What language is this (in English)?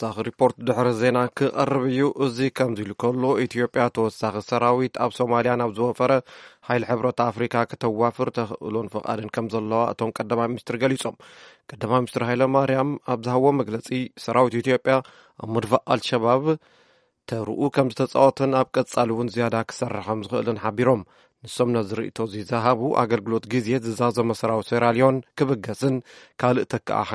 Tigrinya